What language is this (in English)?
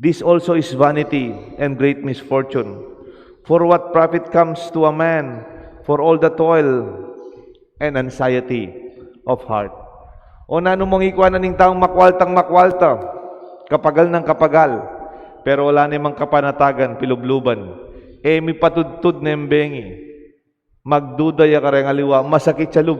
Pampanga